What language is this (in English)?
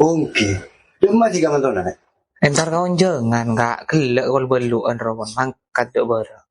Madurese